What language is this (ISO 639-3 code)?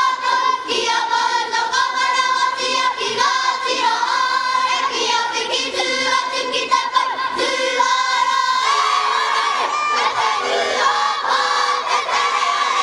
mri